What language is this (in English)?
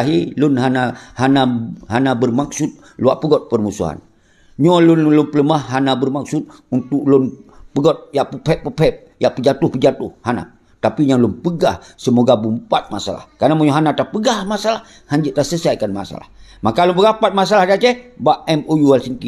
Achinese